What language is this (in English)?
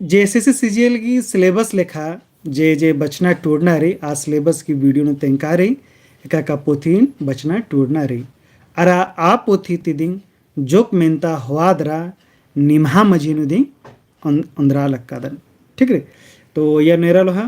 Kurukh